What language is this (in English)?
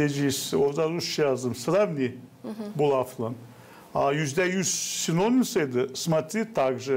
Gagauz